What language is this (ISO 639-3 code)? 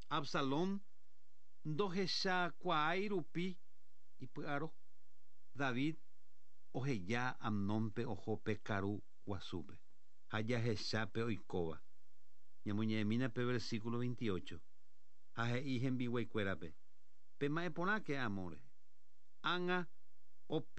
grn